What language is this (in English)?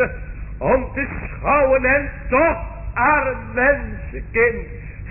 Dutch